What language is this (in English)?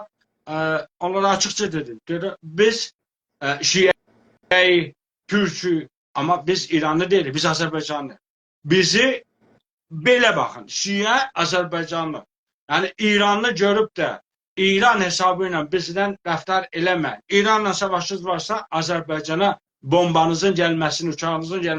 South Azerbaijani